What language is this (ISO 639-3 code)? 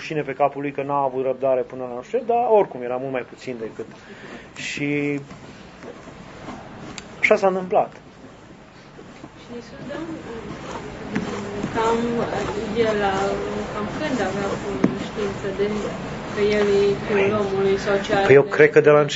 ron